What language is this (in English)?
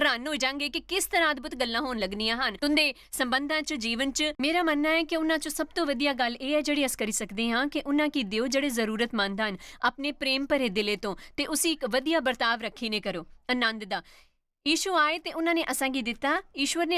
Dogri